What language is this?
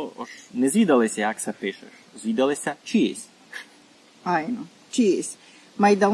Rusyn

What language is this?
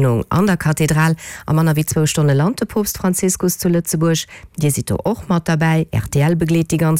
Luxembourgish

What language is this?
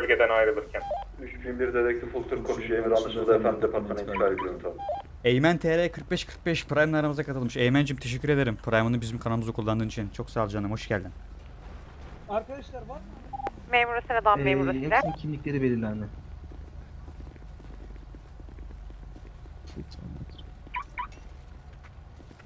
Turkish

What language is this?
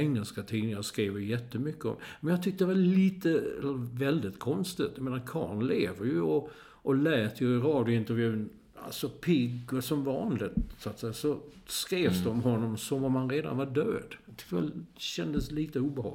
Swedish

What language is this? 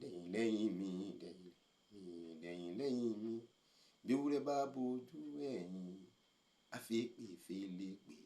Yoruba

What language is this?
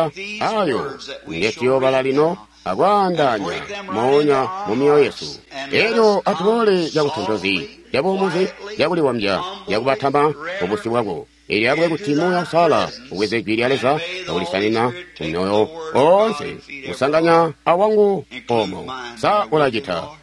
Tonga (Zambia)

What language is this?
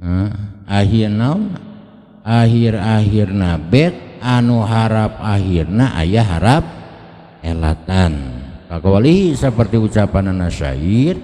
Sundanese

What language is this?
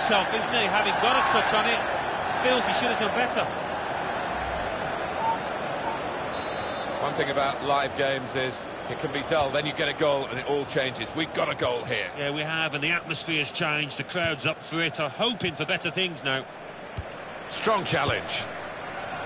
English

